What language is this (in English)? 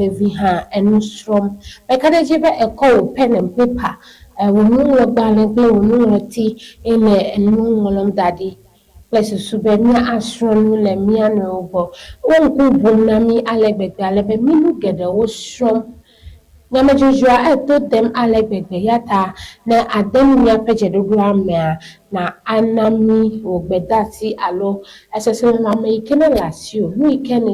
Ewe